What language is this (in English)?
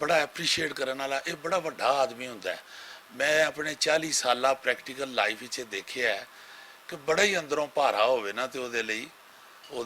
Western Panjabi